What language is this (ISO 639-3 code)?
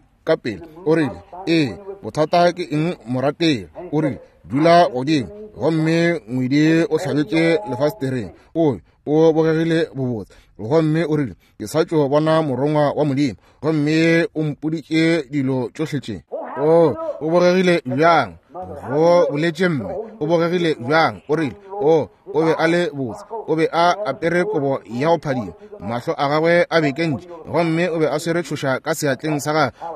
nso